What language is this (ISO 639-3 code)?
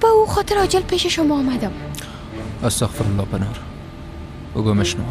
fas